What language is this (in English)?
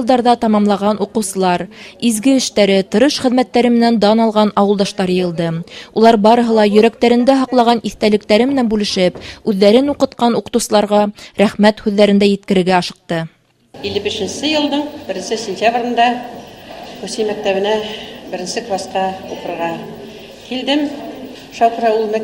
Bashkir